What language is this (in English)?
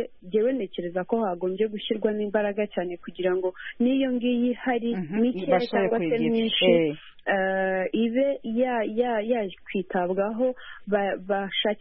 Kinyarwanda